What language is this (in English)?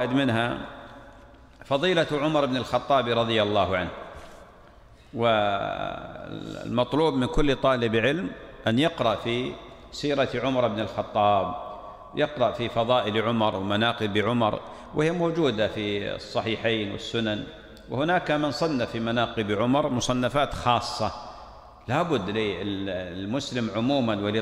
Arabic